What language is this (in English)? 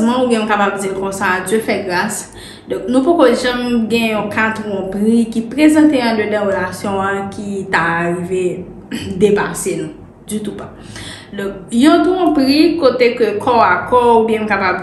Haitian Creole